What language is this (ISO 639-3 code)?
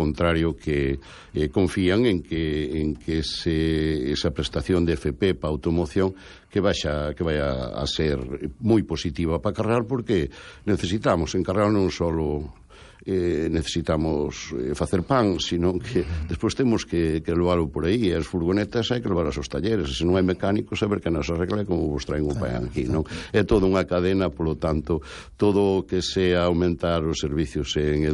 glg